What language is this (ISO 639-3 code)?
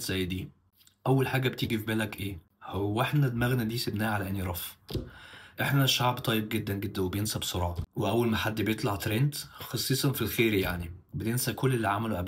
arz